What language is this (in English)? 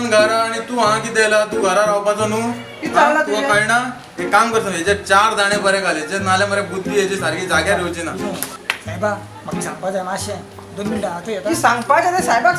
Konkani